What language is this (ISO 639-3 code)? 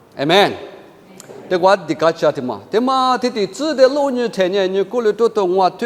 lis